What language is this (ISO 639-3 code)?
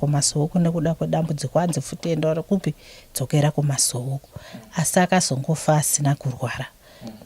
sna